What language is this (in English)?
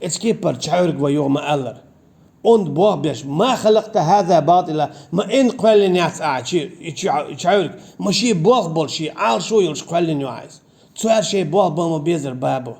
Chechen